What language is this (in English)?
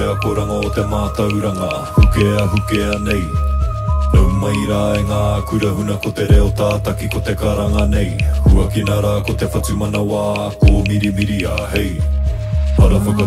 Māori